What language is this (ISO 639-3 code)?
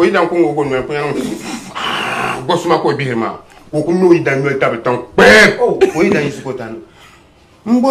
dag